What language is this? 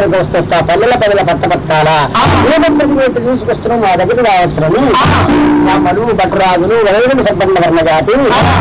Telugu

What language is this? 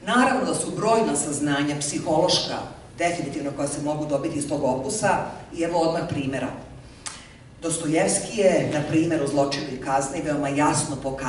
Serbian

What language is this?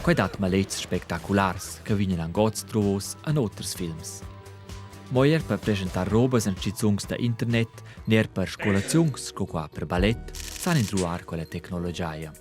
Romansh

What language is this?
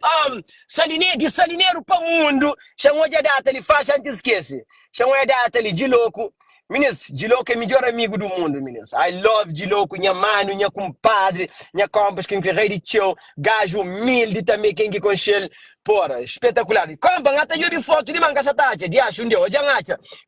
Kabuverdianu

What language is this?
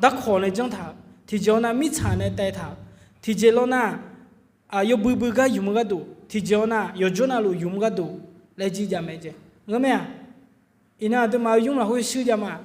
Akha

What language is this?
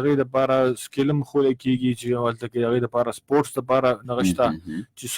Pashto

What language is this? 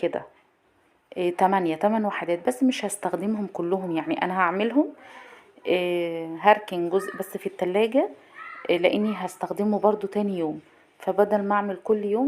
Egyptian Arabic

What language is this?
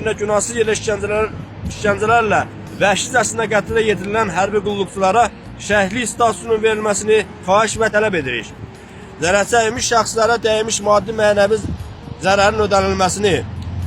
Azerbaijani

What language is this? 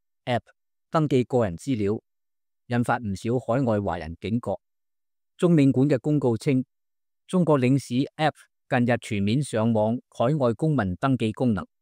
Cantonese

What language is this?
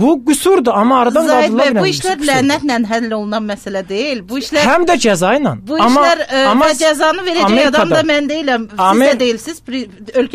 Azerbaijani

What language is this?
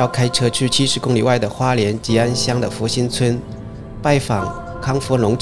Chinese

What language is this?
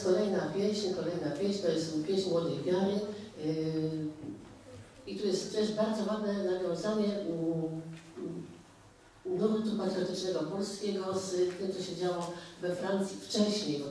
Polish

